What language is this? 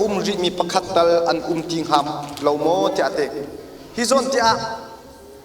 Hakha Chin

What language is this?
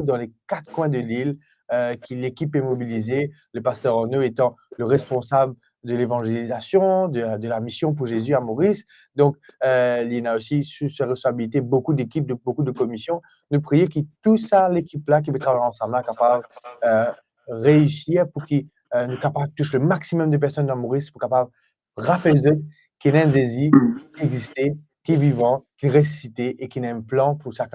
Morisyen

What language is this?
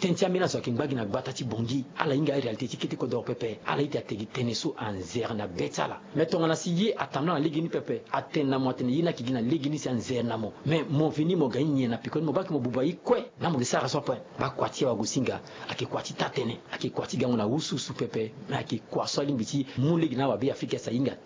Sango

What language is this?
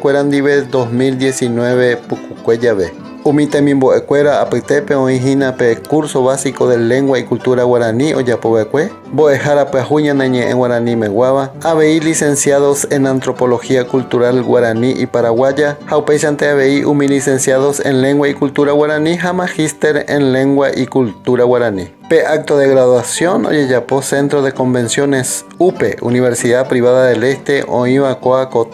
Guarani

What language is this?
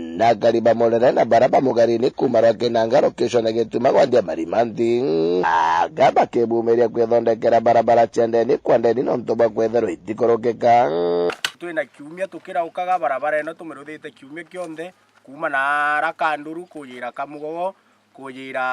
Meru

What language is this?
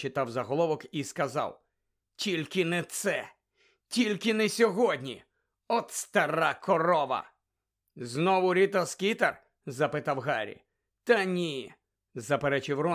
Ukrainian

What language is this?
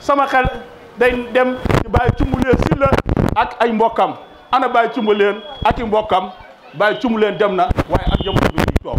Wolof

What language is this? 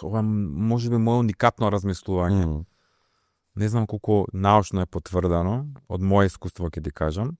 Macedonian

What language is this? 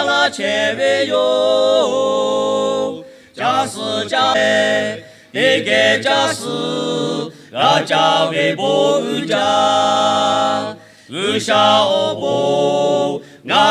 Lahu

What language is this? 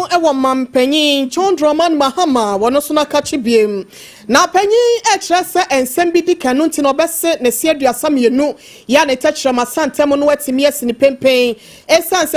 Akan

